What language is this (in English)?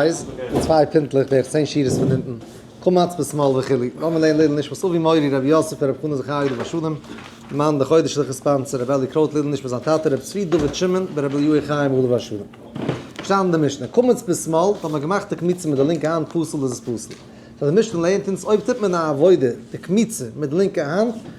Yiddish